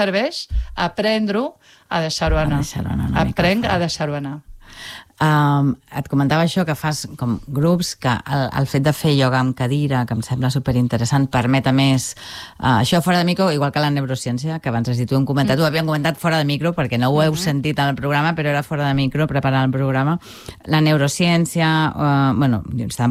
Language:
Catalan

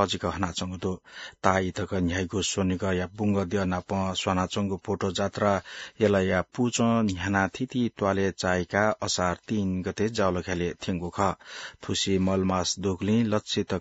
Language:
Newari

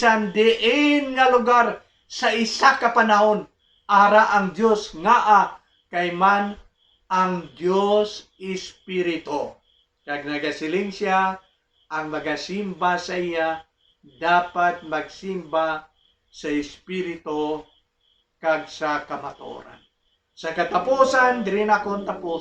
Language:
Hiligaynon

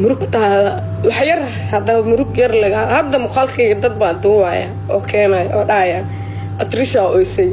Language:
Somali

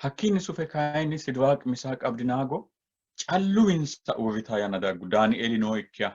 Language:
Sidamo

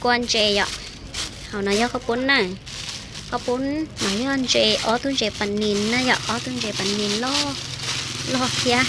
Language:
Hmong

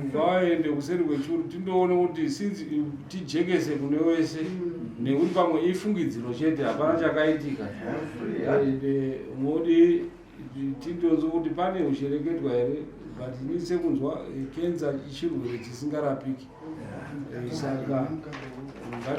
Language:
Shona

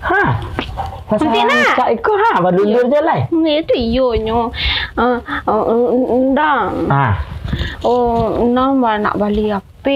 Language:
Minangkabau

